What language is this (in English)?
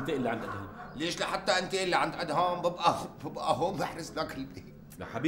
North Levantine Arabic